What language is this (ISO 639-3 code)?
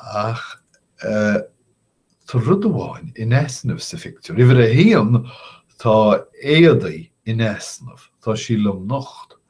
gle